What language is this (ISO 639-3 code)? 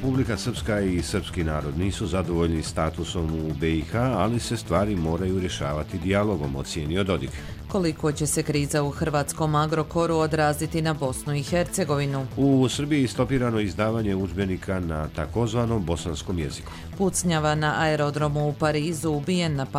hrv